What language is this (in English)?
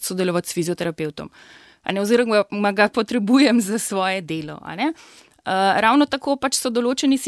Slovenian